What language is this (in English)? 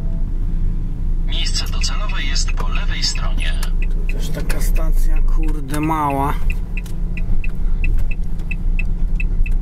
Polish